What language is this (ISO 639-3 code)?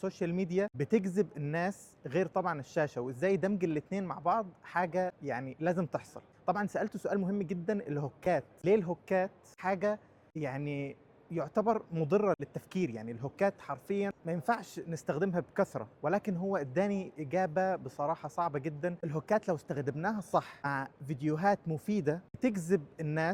arz